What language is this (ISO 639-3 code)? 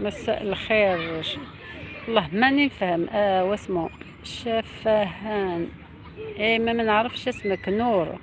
arq